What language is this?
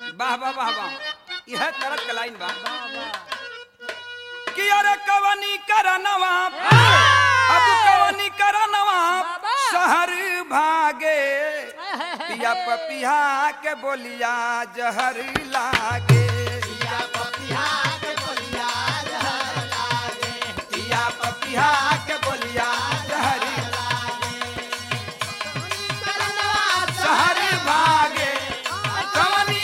Bhojpuri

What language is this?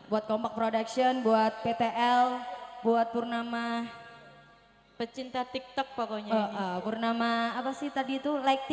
Indonesian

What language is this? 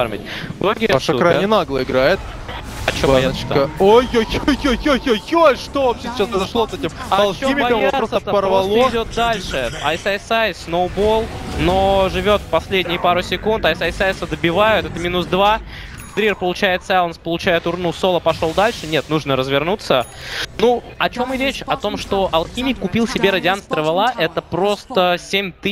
Russian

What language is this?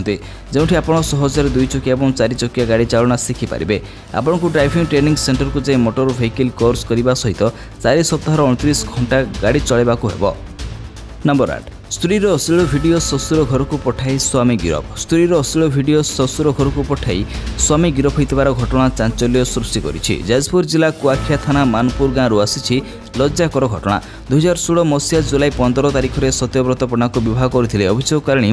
Odia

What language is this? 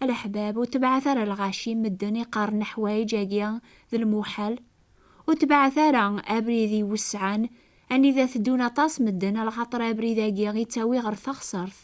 Kabyle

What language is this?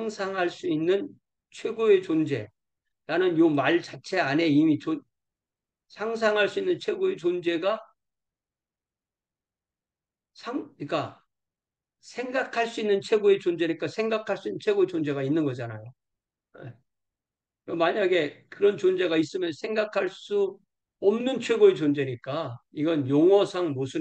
Korean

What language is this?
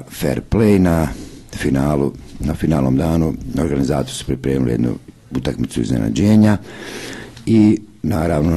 Croatian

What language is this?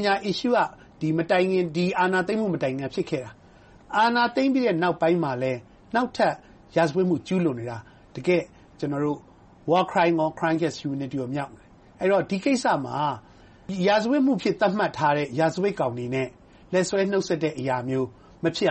Burmese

